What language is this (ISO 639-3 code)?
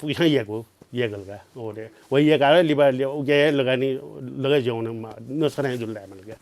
new